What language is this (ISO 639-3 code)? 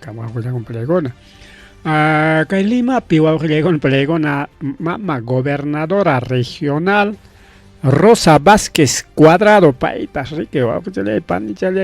quy